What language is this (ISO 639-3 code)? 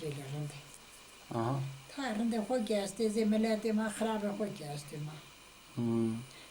zza